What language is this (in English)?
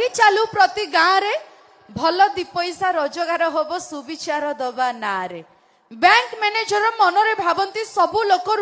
Odia